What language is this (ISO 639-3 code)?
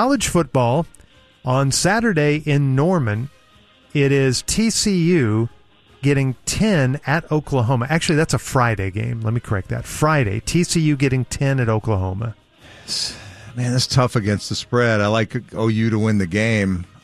eng